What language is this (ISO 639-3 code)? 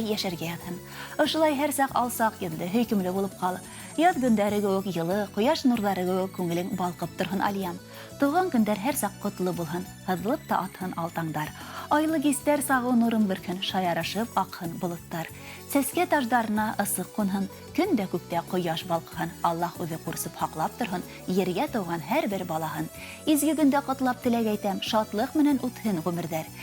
bak